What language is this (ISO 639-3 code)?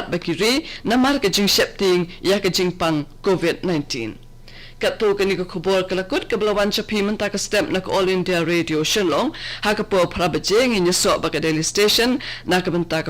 kha